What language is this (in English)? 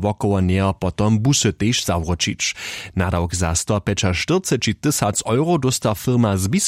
Upper Sorbian